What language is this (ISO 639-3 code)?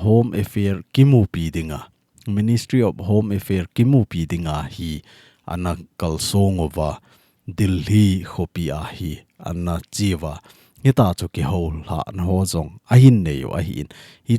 tcz